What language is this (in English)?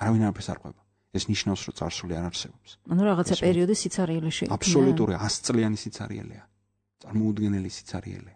Georgian